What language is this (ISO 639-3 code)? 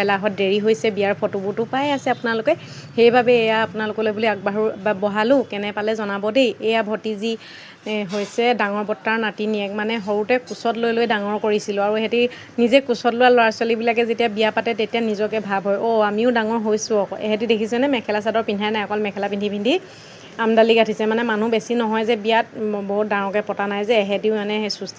asm